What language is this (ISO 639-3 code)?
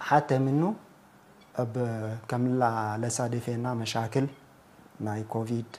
tig